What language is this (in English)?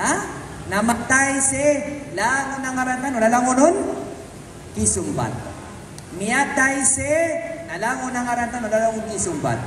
Maranao